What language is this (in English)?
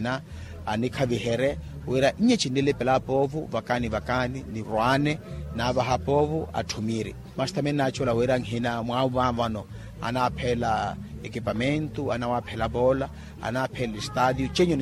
Makhuwa